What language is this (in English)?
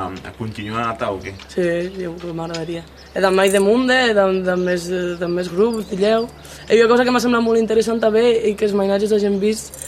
Occitan